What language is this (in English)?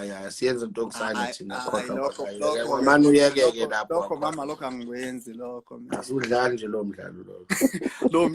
Zulu